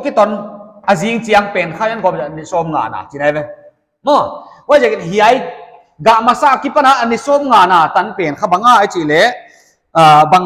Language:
Paite Chin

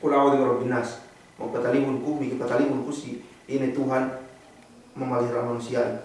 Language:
Yakan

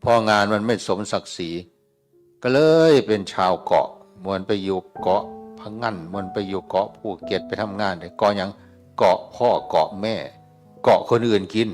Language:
Northeastern Thai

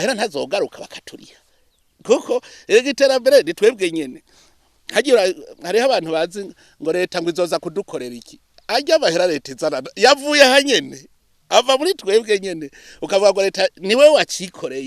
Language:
Rundi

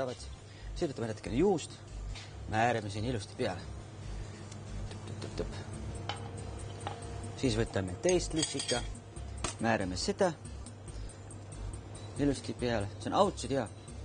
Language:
Estonian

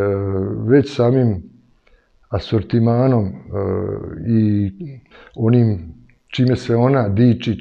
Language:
Serbian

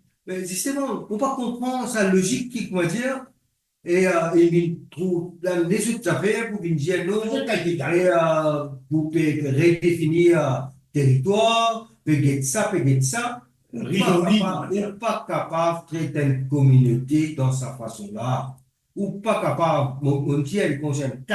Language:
Morisyen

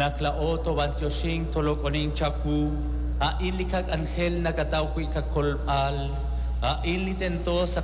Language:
Kekchí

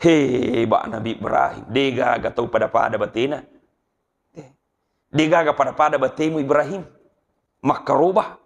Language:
Buginese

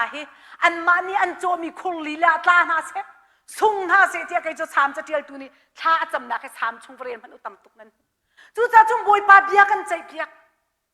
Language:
Hakha Chin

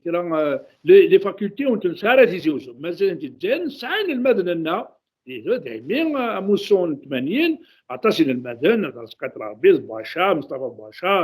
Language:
Kabyle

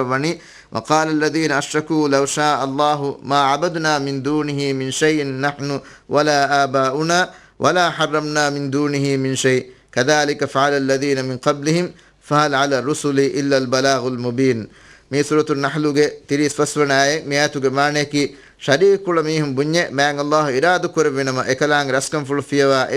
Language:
Divehi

